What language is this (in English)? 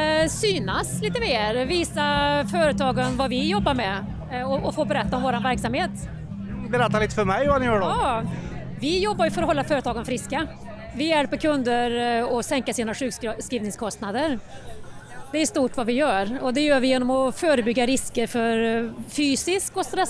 Swedish